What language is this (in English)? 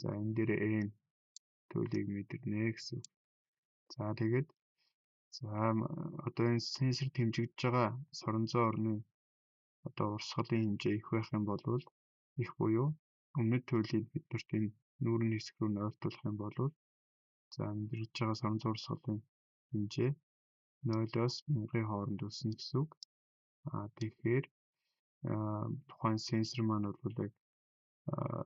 Mongolian